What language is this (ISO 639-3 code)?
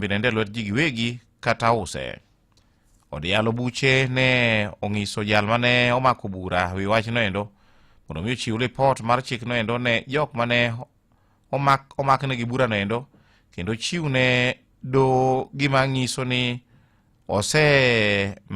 luo